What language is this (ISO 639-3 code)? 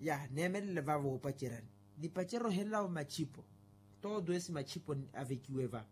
vmw